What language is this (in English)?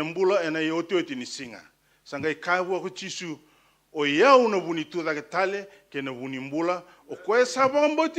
Fijian